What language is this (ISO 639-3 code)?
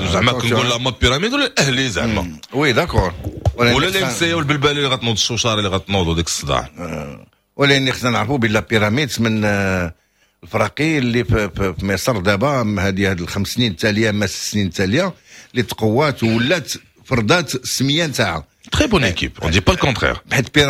ary